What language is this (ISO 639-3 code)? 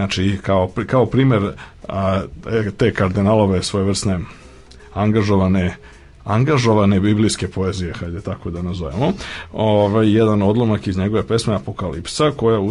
srp